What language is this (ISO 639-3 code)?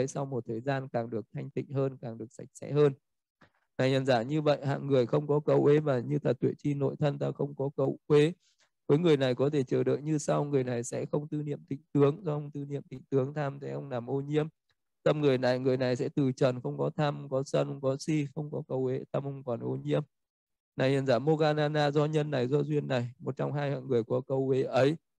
vie